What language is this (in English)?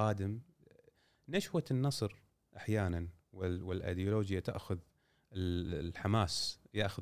Gulf Arabic